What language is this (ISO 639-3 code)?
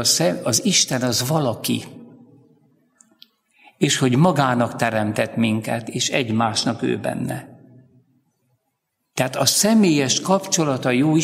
hun